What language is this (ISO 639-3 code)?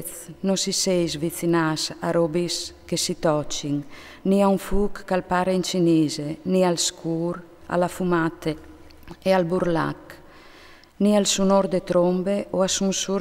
fur